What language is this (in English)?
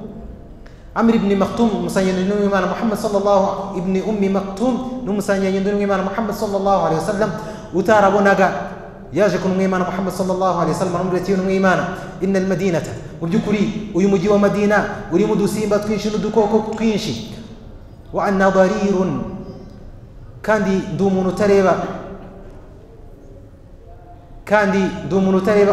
Kinyarwanda